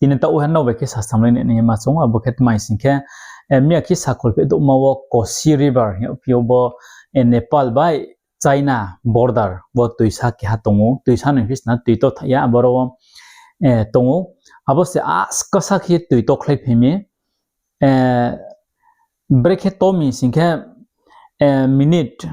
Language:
Riang (India)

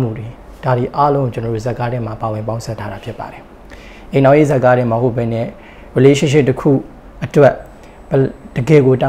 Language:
Burmese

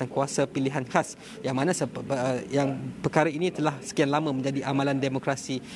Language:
Malay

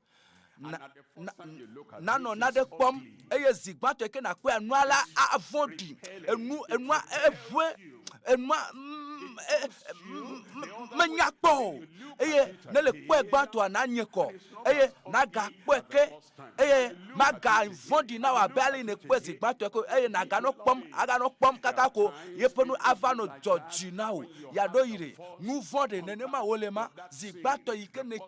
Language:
Ewe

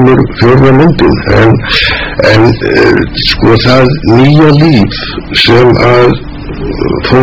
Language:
Icelandic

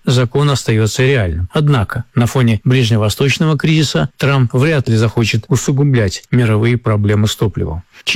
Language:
Russian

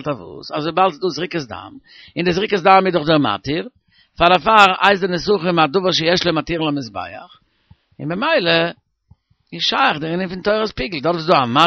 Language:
Yiddish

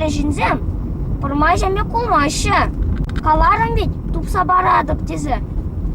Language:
Chuvash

